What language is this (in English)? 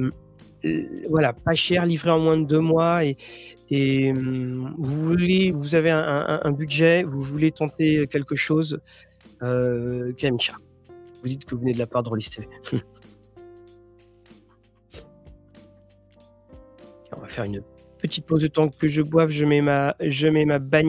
French